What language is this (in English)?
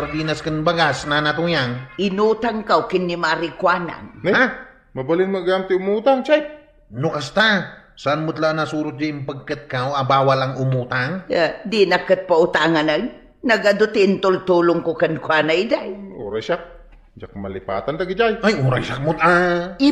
Iloko